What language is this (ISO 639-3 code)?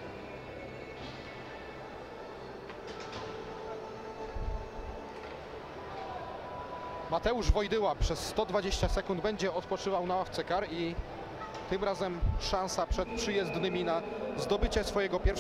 pol